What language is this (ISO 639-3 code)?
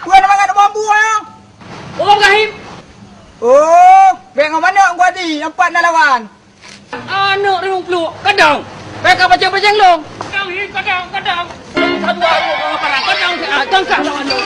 ace